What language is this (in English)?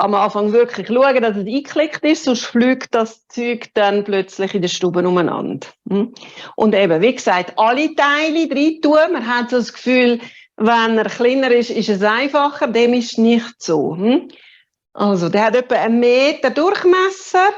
Swiss German